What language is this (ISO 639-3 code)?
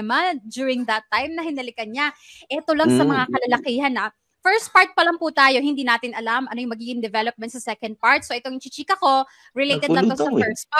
fil